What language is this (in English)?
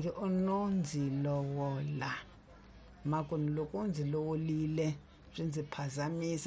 Tsonga